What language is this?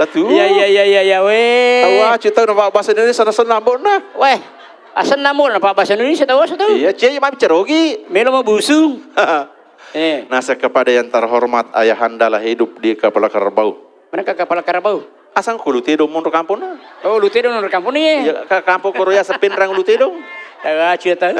Buginese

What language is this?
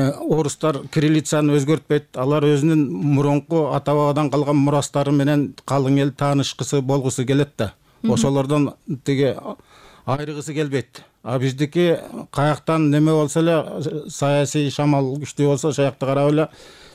Kyrgyz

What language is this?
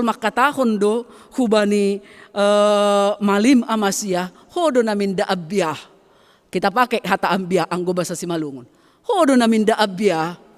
Batak Simalungun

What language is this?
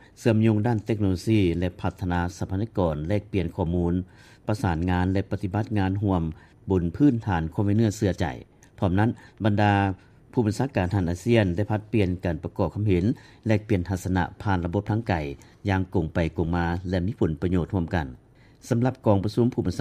Lao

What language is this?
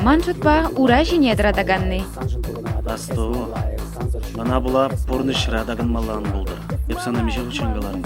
Chuvash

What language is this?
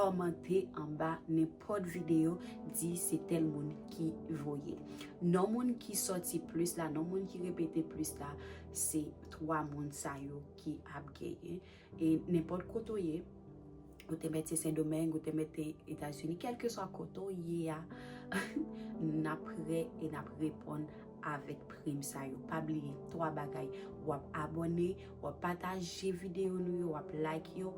Haitian Creole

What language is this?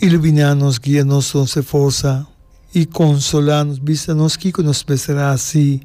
Papiamento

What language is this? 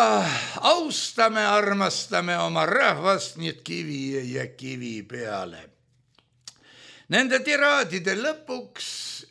Estonian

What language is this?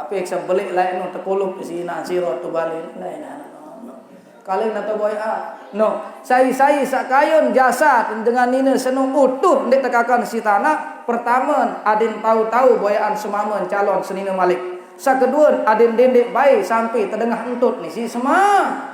Sasak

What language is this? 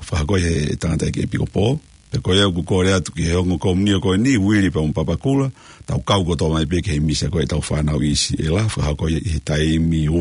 Tongan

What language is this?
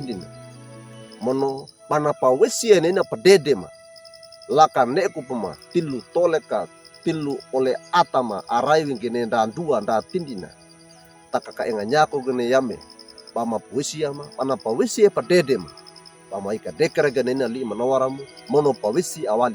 Wejewa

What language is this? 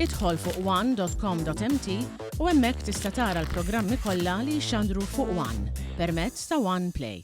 Maltese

